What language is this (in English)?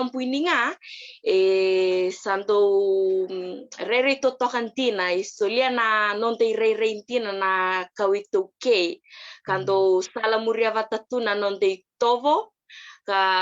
Fijian